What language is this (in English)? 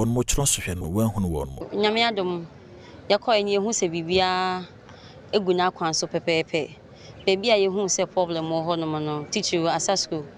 Akan